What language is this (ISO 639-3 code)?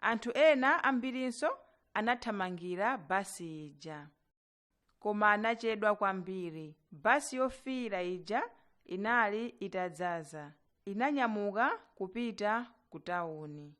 nya